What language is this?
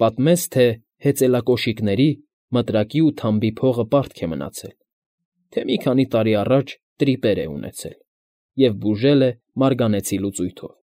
Armenian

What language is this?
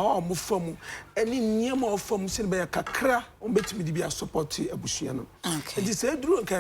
Akan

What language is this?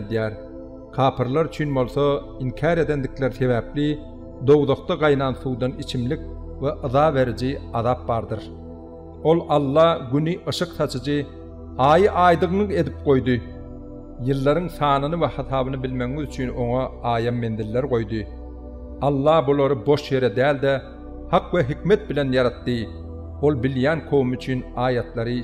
Turkmen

